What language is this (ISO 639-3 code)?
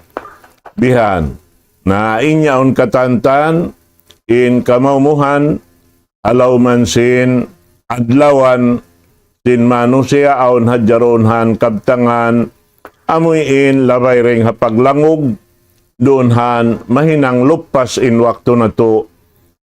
tsg